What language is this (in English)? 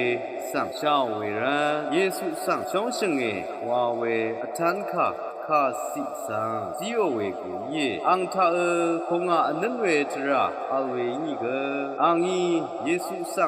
Rawang